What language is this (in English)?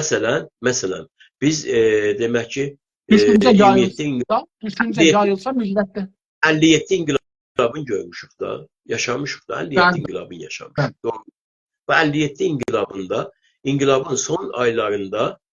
South Azerbaijani